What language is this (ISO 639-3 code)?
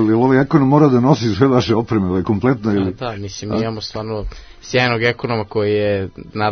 srp